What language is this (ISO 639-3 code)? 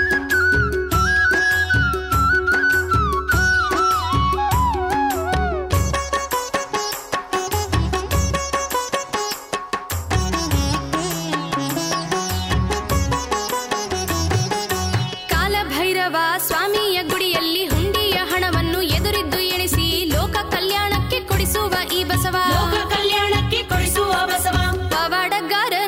kan